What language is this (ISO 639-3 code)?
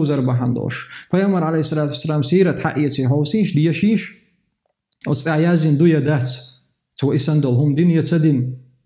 che